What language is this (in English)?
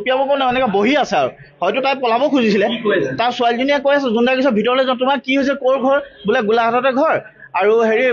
Assamese